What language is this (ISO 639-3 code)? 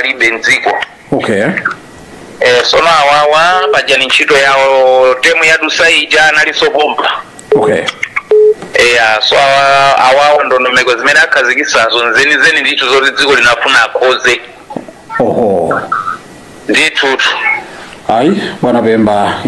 nya